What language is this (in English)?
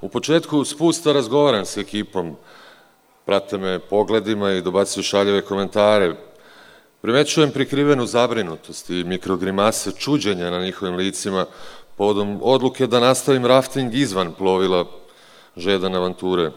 Serbian